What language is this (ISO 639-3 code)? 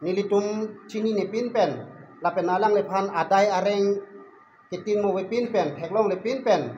mjw